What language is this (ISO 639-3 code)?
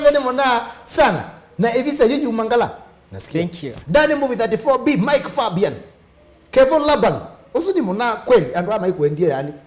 kam